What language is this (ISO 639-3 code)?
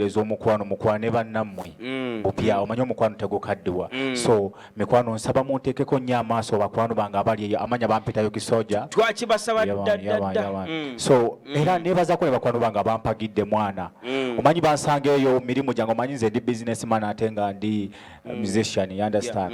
lug